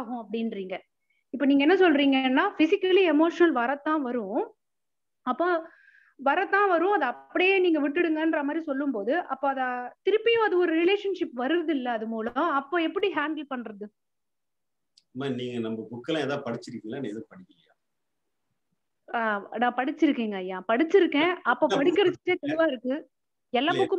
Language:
Tamil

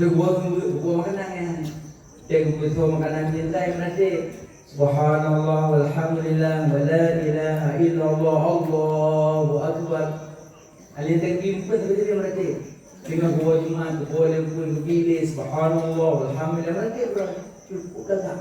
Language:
Achinese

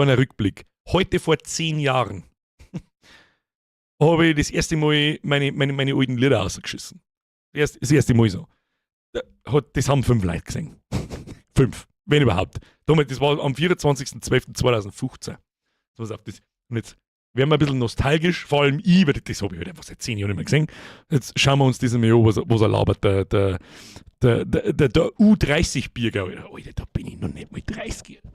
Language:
Bavarian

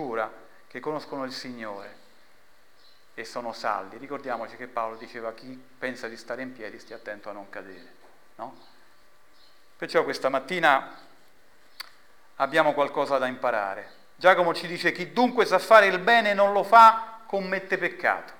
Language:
Italian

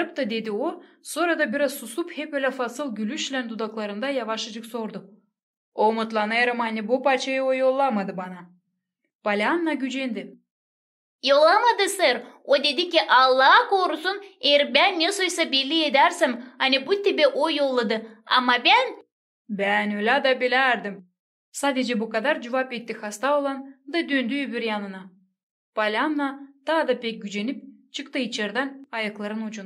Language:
Gagauz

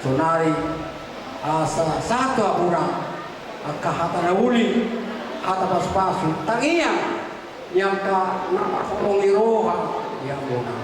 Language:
Batak Toba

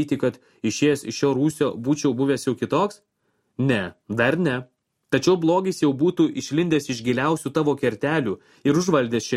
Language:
Lithuanian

